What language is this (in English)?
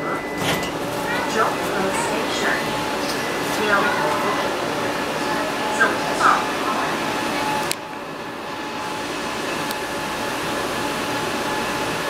Chinese